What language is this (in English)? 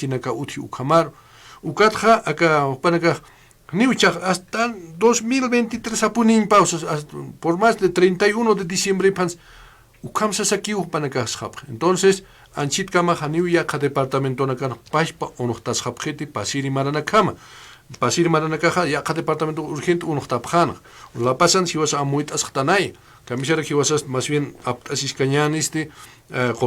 Aymara